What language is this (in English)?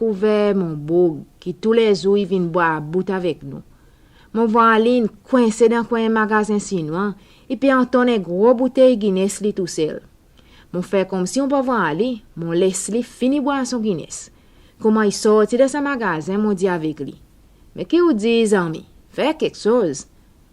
Seselwa Creole French